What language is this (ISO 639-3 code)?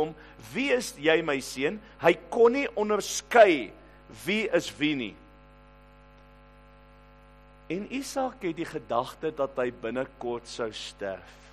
afr